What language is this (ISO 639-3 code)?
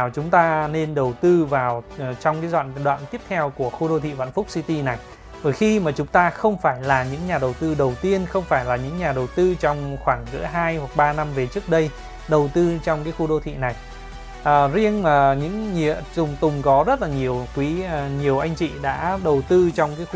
vie